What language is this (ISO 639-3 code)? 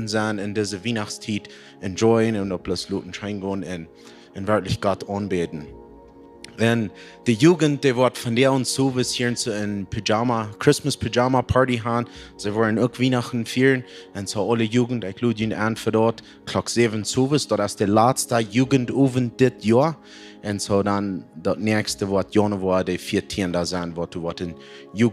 pdt